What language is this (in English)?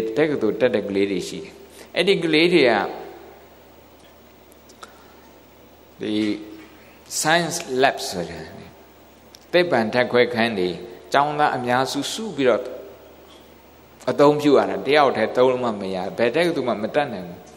Burmese